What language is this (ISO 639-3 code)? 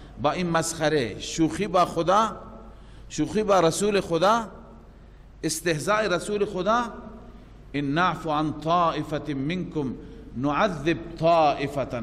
fas